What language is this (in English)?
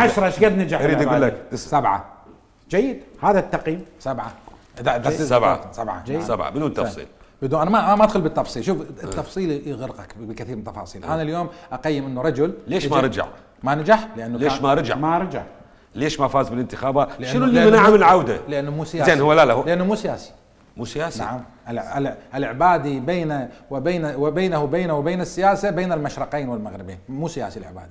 Mesopotamian Arabic